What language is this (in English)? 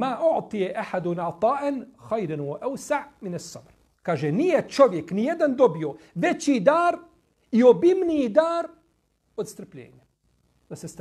Bosnian